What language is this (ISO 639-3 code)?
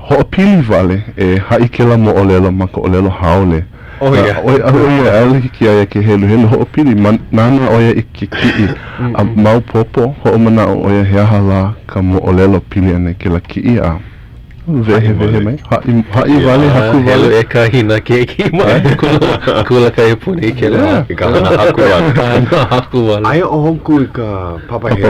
haw